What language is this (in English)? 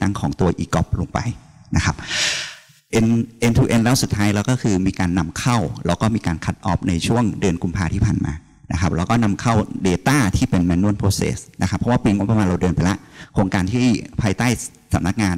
Thai